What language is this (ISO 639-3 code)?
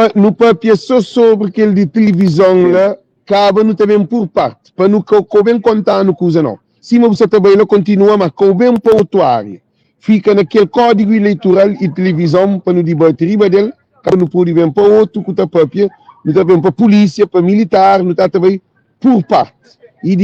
kea